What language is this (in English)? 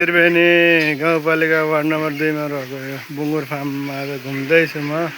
Nepali